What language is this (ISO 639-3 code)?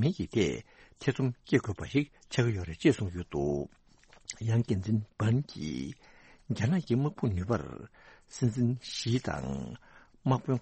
bod